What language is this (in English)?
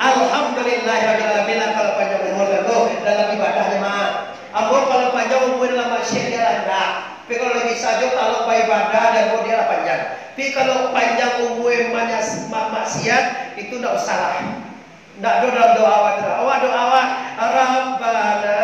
Minangkabau